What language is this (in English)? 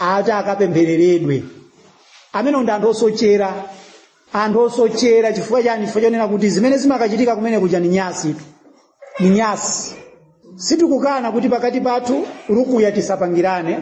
Nyanja